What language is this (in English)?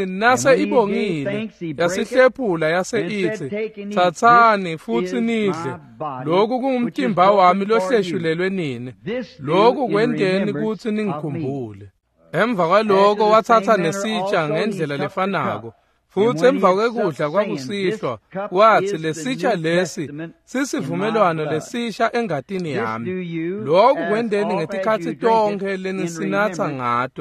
Swati